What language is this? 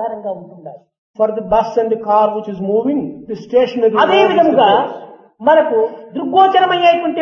Telugu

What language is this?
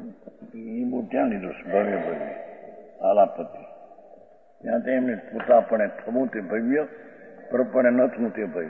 Gujarati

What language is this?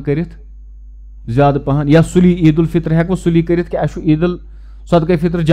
Kashmiri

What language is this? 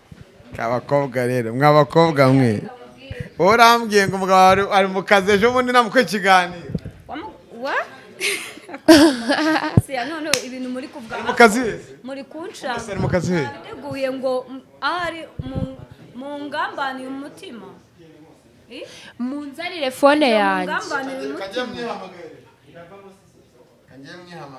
Kinyarwanda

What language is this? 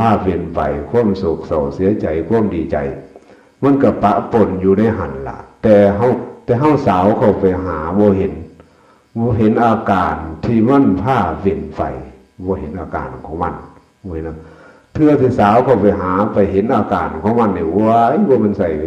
Northeastern Thai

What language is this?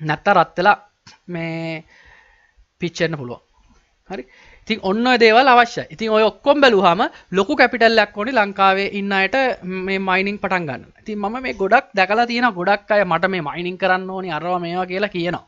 Sinhala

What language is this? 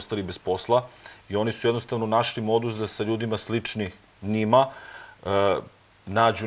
Serbian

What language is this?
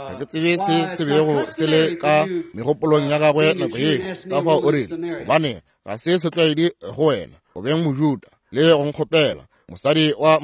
Northern Sotho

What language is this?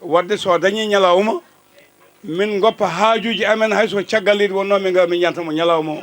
Fula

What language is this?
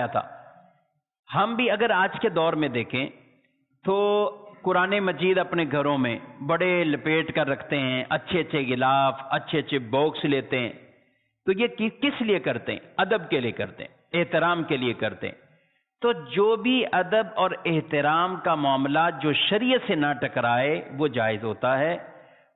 Urdu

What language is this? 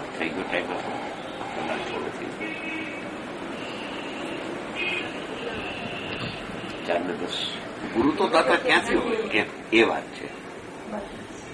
Gujarati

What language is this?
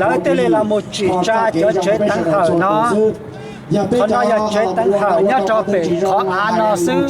Hmong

